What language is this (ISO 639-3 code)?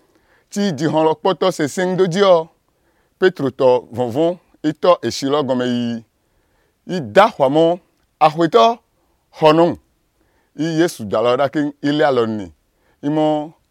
slv